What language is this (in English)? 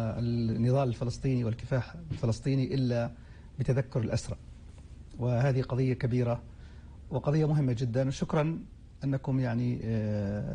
North Levantine Arabic